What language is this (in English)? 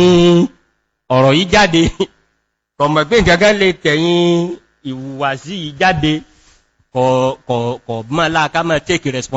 Yoruba